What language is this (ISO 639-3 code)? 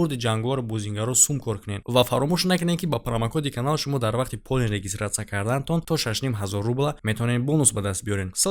tgk